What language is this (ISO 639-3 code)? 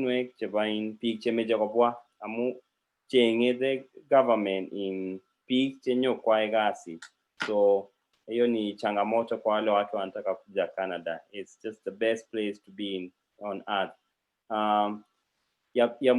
kln